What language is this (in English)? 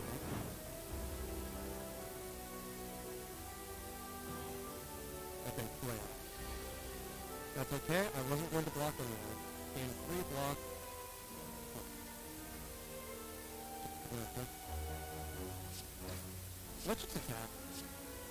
English